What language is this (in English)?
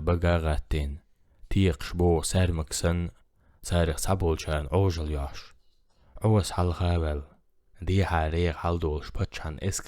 Chechen